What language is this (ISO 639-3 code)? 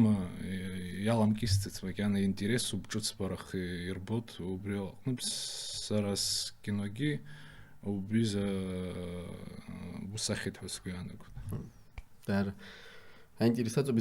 abk